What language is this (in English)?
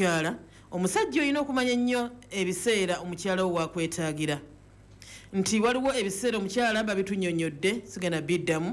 Ganda